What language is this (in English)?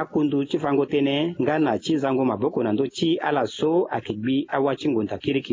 Sango